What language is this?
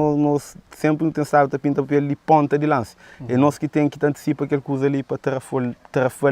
Kabuverdianu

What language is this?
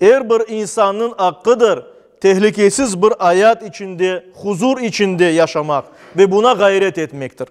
Crimean Tatar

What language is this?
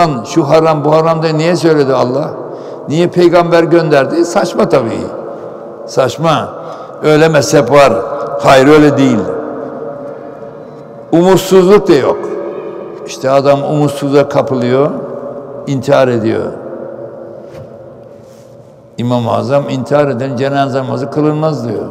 Turkish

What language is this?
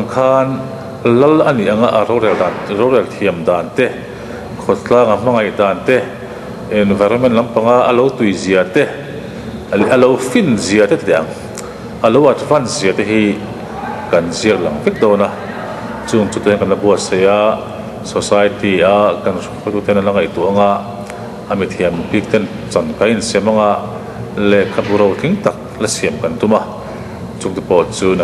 Mizo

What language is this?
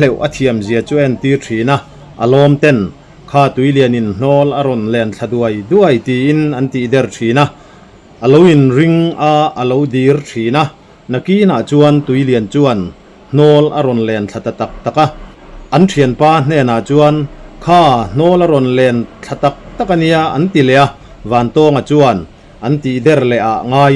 Mizo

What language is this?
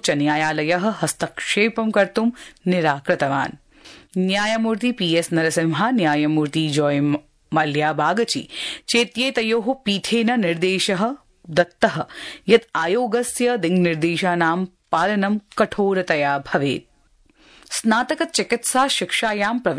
Sanskrit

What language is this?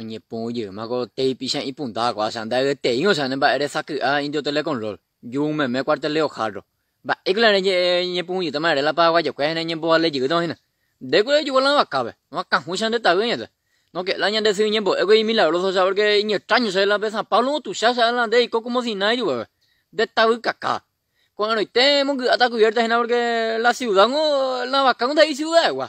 Guarani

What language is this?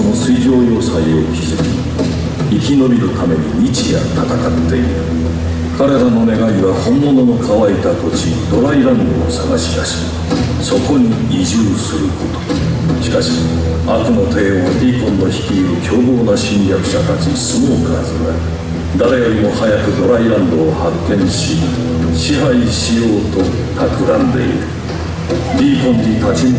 Japanese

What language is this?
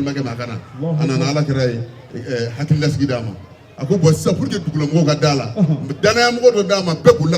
Bambara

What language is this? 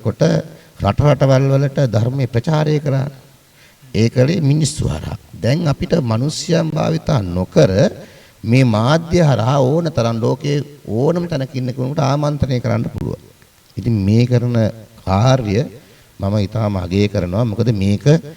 Sinhala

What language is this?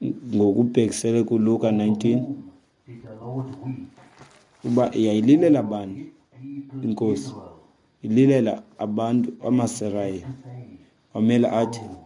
Xhosa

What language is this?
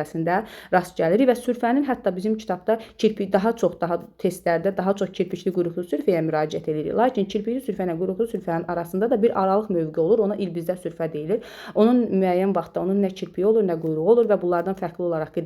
Azerbaijani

